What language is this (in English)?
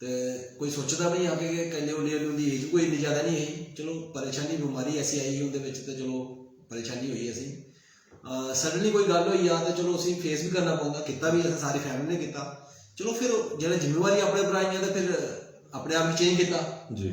Dogri